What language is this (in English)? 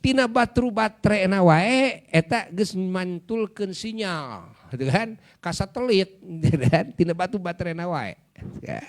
Sundanese